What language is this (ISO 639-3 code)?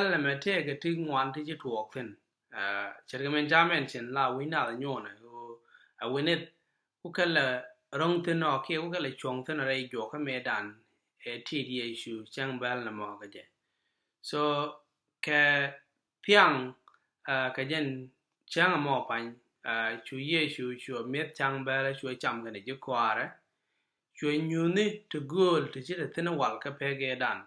nus